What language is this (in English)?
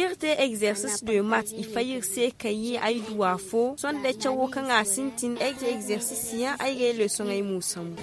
Zarma